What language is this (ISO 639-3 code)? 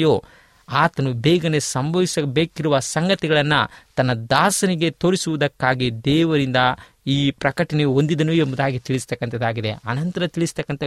kan